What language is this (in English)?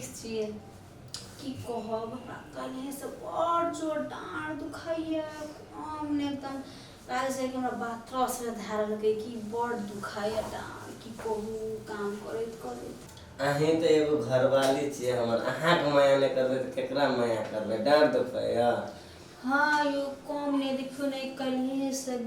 Maithili